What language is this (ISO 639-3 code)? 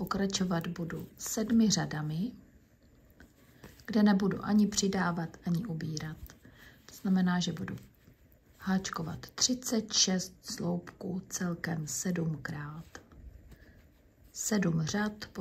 ces